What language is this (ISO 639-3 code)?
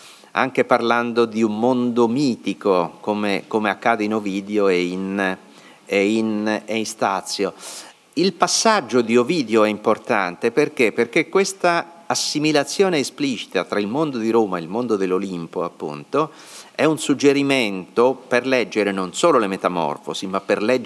ita